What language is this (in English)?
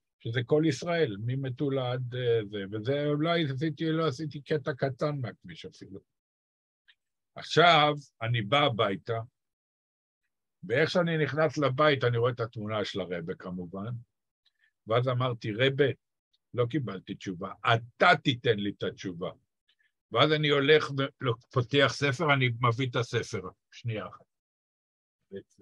Hebrew